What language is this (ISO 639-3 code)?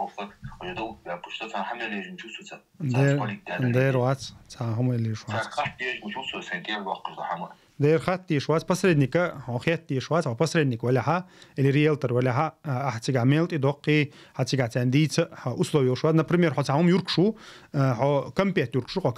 che